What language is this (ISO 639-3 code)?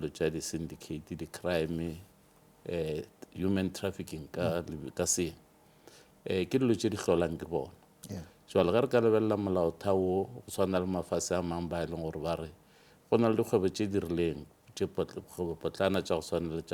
nso